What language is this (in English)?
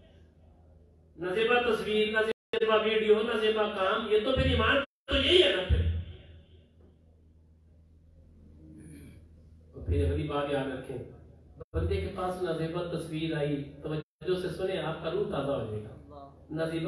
Urdu